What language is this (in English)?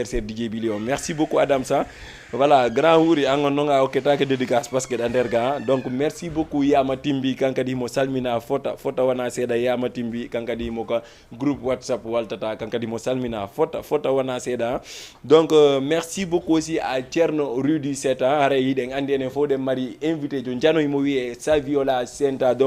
Fula